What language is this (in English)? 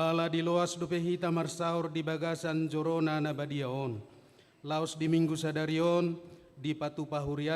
Batak Toba